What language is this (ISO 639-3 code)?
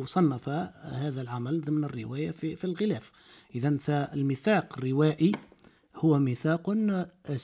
aeb